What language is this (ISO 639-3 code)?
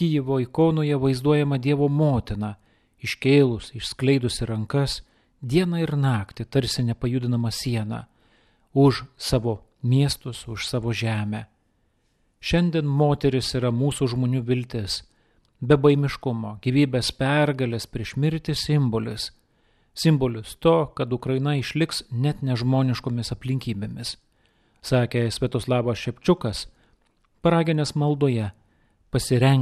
lit